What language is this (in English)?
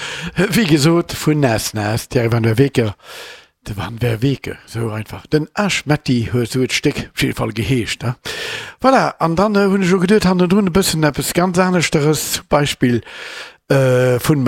Luxembourgish